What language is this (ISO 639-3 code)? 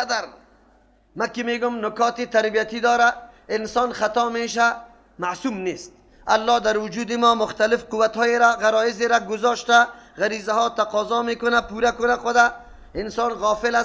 fas